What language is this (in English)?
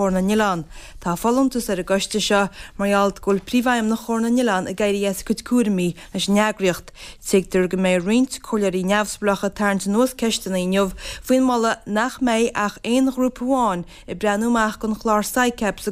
Irish